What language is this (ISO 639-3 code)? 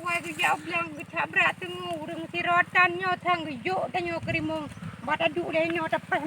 ace